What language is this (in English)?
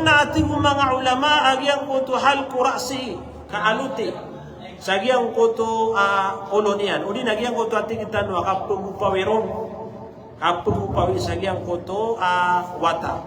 Maranao